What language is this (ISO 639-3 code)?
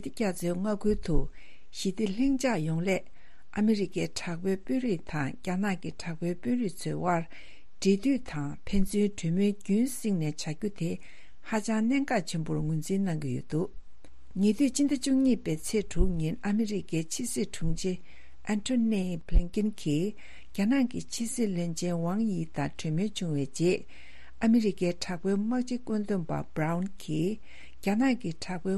bod